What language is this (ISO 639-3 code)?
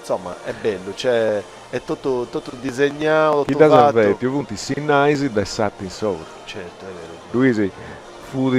srd